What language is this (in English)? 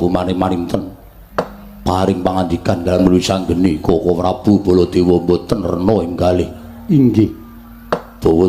Javanese